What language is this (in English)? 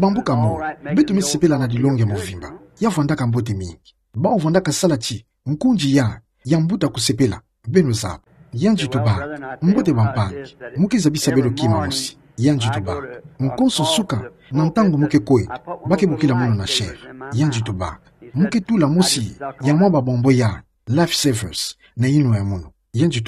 Kituba (Democratic Republic of Congo)